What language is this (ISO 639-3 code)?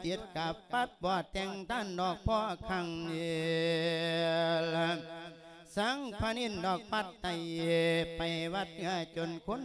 lao